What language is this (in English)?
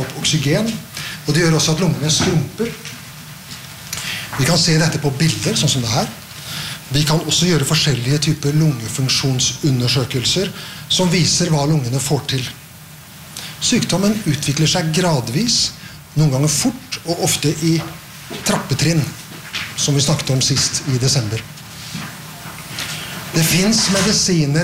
Norwegian